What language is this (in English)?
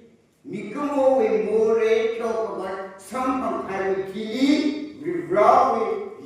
Tangkhul Naga (India)